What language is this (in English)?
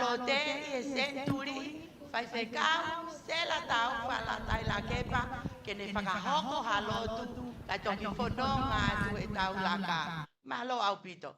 Tongan